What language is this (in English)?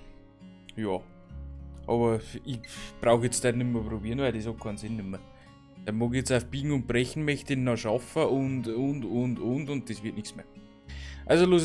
Bavarian